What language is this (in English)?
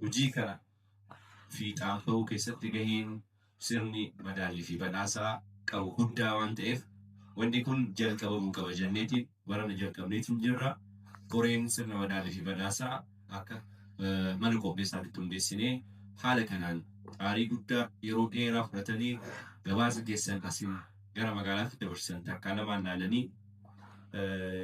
Oromo